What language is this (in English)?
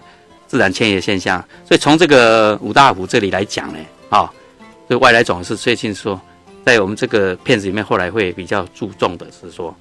Chinese